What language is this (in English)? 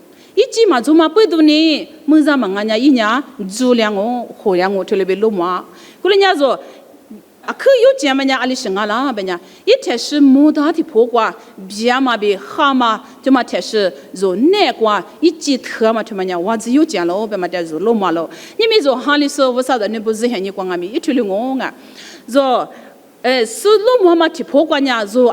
Lisu